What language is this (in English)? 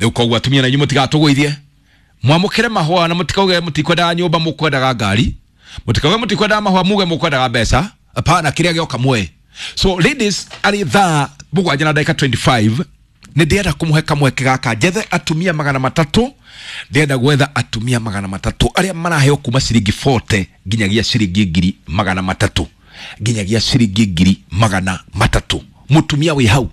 Kikuyu